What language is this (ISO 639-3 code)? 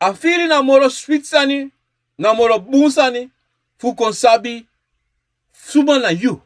srn